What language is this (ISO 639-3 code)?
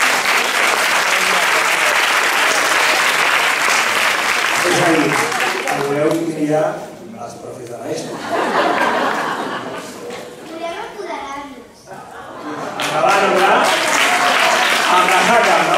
cat